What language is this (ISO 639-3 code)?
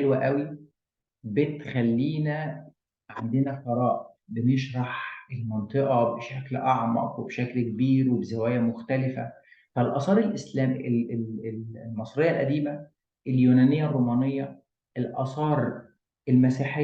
arz